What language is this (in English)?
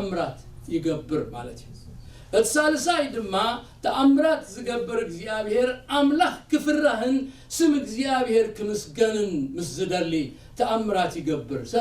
Tigrinya